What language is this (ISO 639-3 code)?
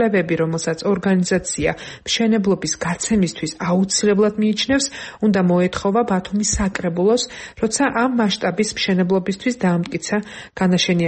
kat